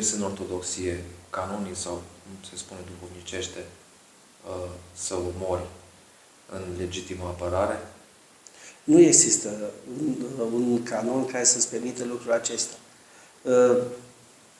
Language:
Romanian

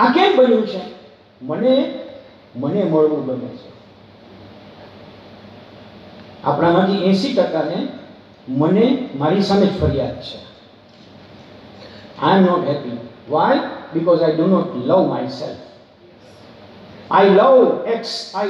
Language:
Gujarati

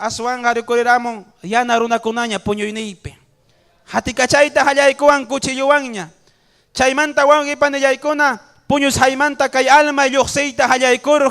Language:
Ayacucho Quechua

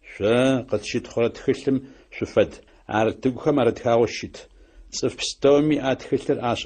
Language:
Adyghe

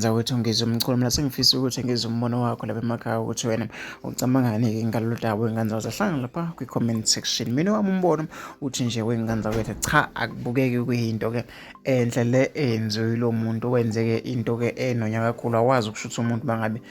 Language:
Zulu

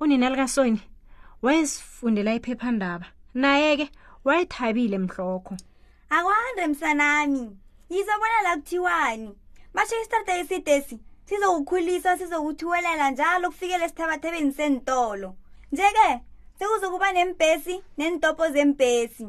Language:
South Ndebele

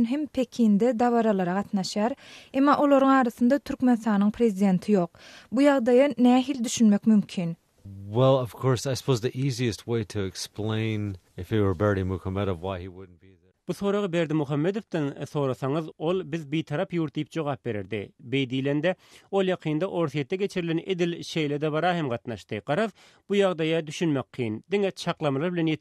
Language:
Turkmen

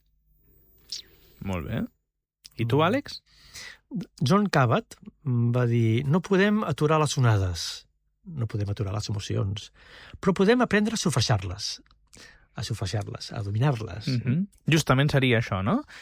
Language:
Catalan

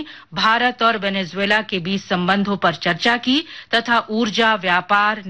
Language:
Hindi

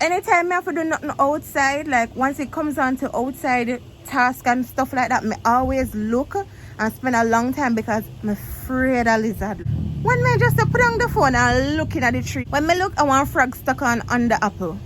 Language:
Jamaican Creole English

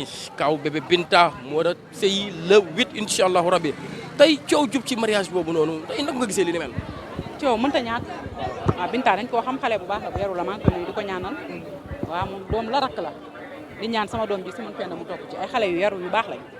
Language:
Wolof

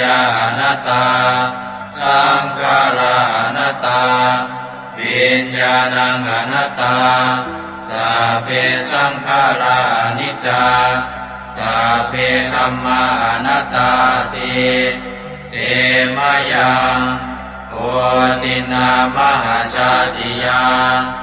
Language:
Pali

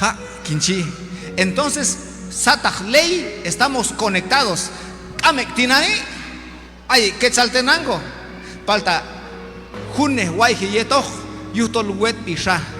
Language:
Q'anjob'al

